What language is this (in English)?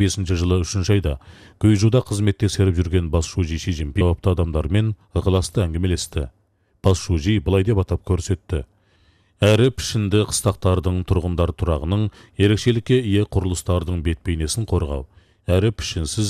Kazakh